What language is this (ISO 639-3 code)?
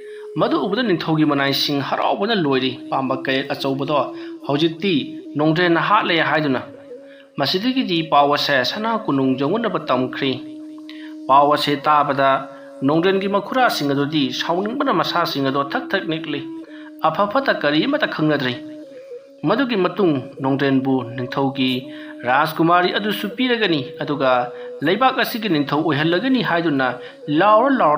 mni